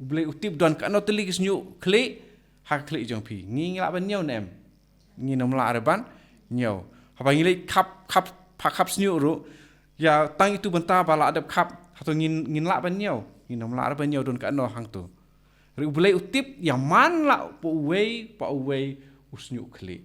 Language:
Khasi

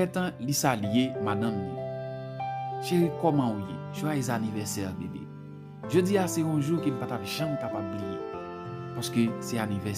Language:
Haitian Creole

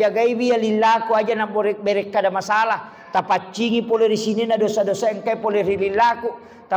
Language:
Buginese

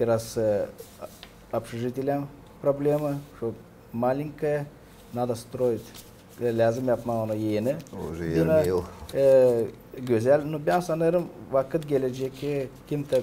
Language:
Gagauz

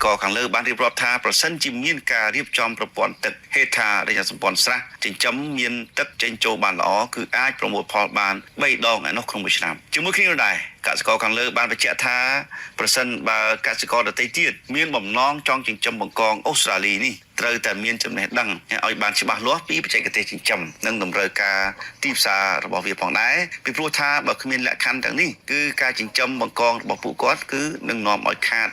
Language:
Khmer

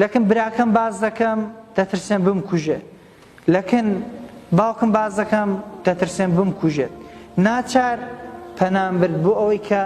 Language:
Central Kurdish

